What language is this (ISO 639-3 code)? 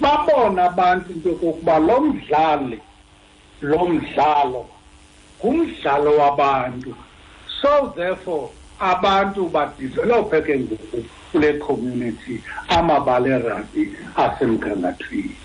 xho